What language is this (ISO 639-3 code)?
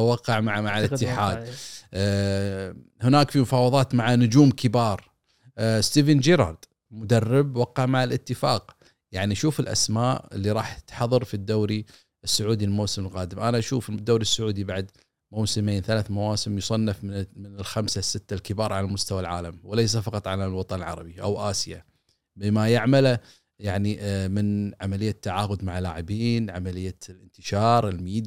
afb